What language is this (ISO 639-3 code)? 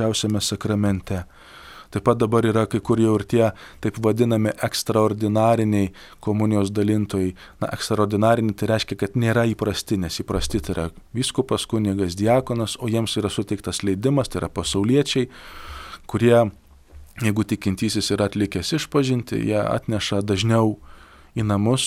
lit